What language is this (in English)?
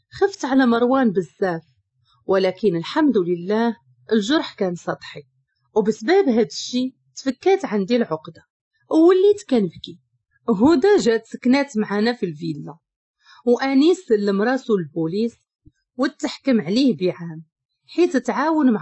Moroccan Arabic